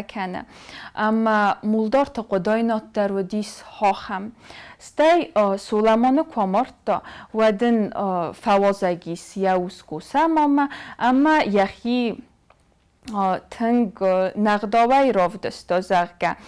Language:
Ossetic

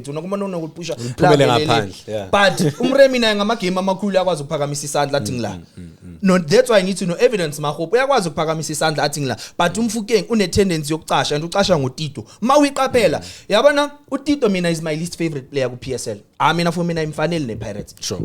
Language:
Zulu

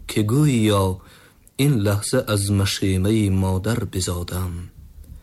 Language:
Tajik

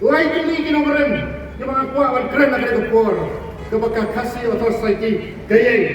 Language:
Khasi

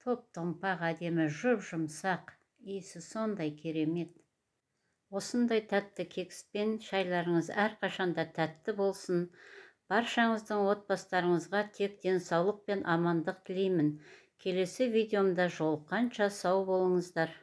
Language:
Kazakh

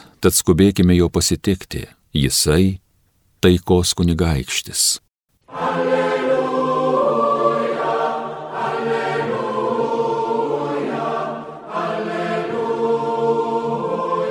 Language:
Lithuanian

